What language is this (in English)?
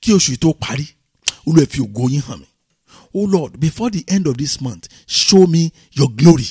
Yoruba